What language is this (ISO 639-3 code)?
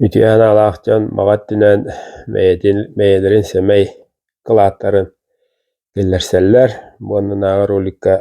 sah